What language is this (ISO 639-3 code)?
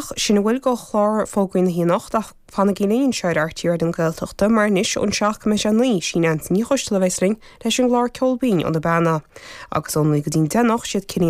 gle